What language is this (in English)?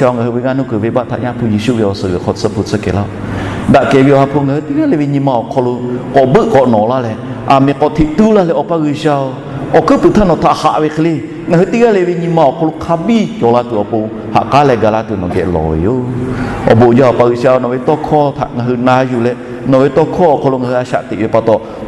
Lahu